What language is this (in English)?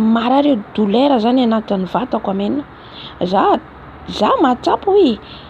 Malagasy